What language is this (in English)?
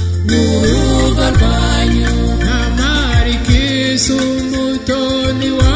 Kinyarwanda